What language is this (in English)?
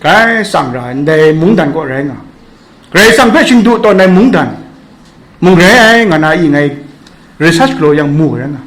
Kachin